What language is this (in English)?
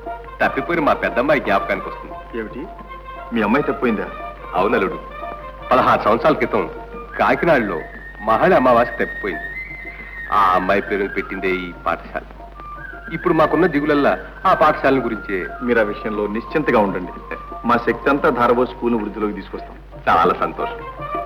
Telugu